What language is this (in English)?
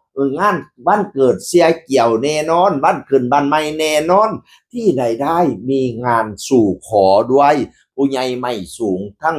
Northeastern Thai